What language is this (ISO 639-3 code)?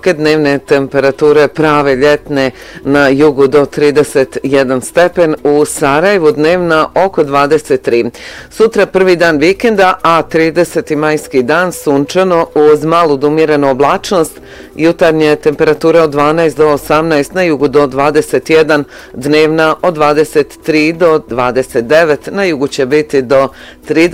bos